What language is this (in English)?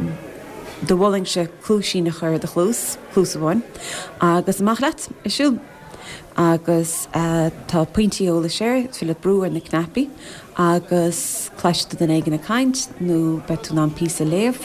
Irish